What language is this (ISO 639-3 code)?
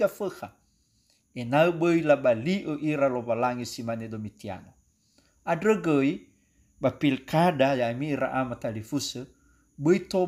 nia